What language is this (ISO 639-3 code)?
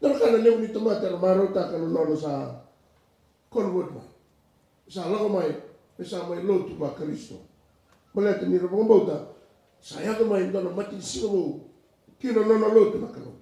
fij